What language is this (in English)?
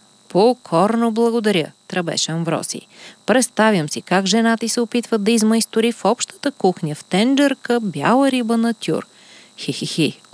Bulgarian